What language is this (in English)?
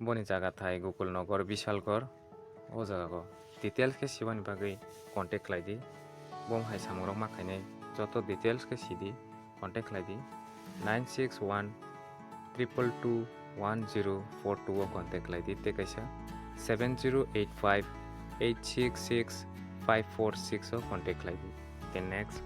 Kok Borok